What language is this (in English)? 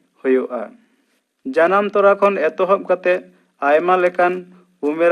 Santali